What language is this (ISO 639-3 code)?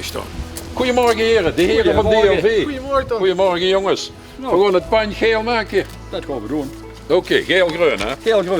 lim